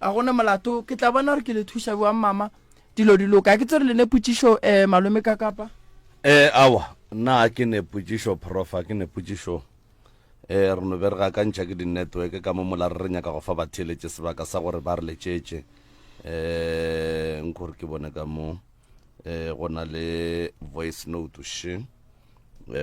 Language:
Northern Sotho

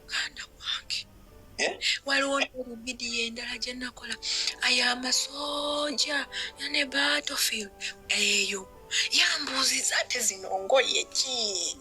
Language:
Ganda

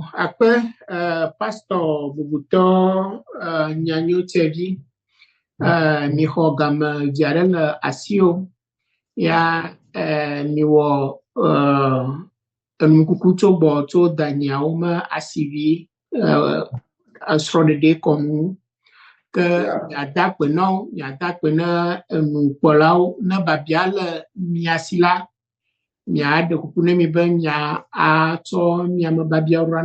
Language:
Ewe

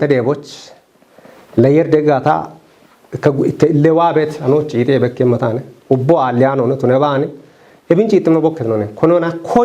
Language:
Kafa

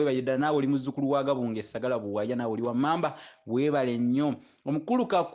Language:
Ganda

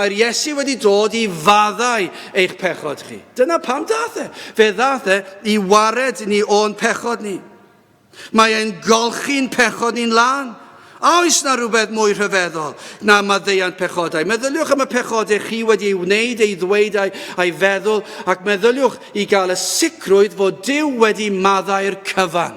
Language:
Welsh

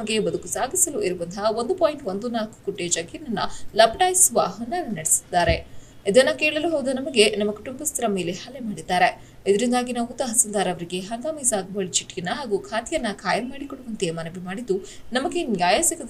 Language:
Kannada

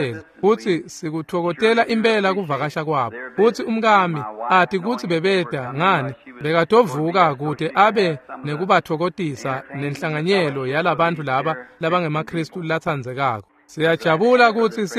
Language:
Swati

